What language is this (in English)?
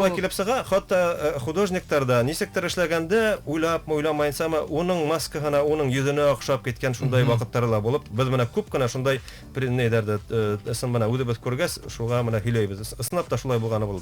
Bashkir